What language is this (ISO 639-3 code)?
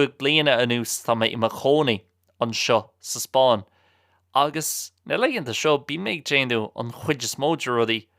gle